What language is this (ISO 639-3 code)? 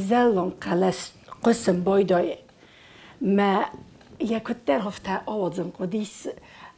oss